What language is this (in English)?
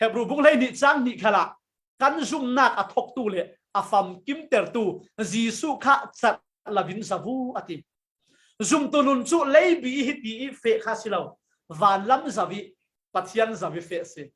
Falam Chin